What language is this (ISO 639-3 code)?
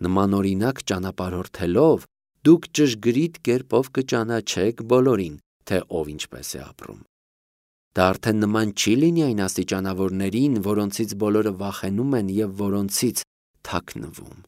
hye